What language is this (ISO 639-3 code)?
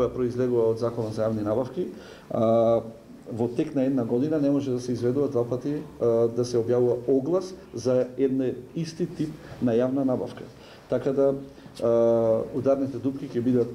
mkd